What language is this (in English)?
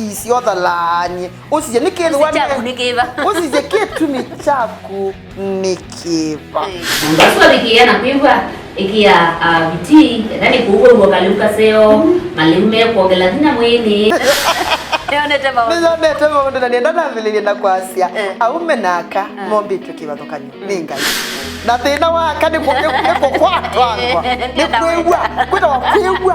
Kamba